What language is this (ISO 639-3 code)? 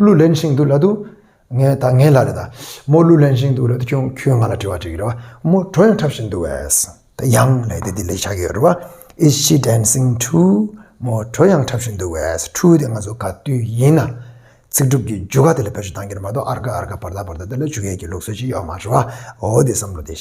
bod